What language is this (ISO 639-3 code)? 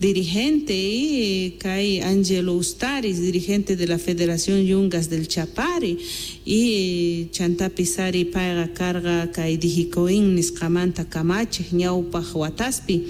quh